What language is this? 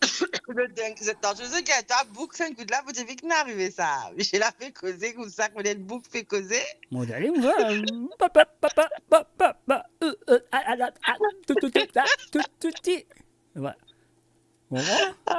Morisyen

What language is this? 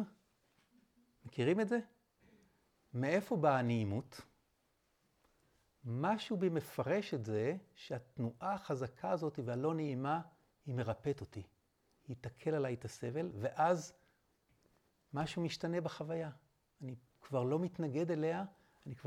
Hebrew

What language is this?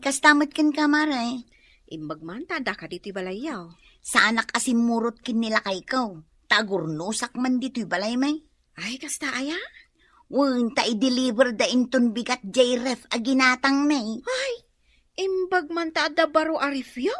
Iloko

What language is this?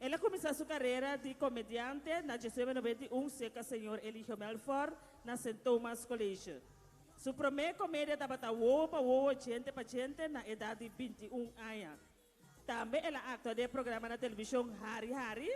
Papiamento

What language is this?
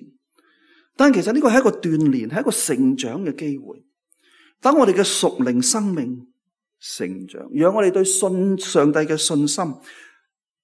Cantonese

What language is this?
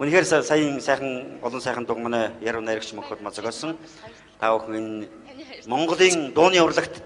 Mongolian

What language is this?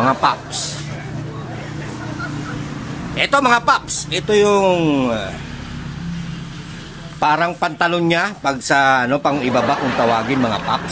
Filipino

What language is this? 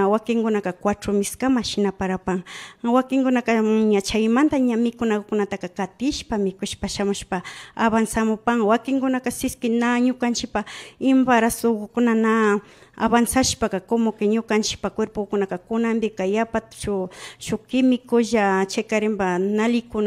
Imbabura Highland Quichua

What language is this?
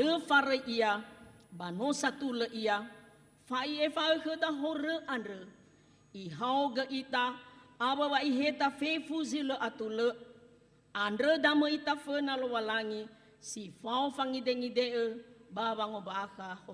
Nias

